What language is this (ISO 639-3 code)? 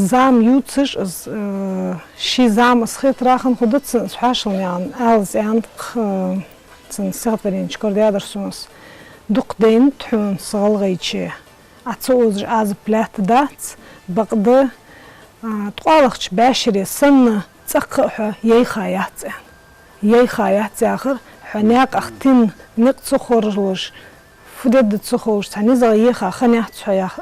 inh